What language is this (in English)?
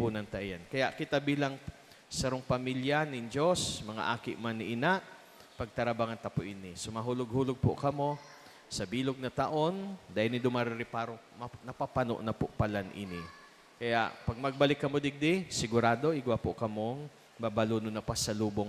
Bikol